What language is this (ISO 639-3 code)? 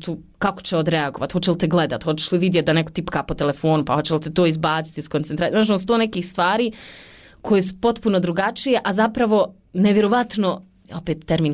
bos